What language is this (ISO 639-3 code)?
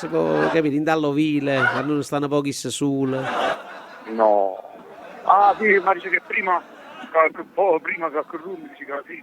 nap